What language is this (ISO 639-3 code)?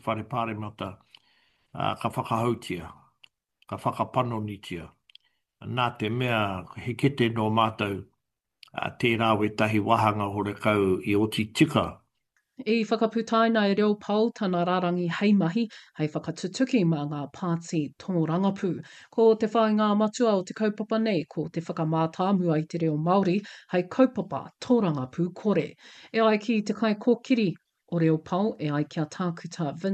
mri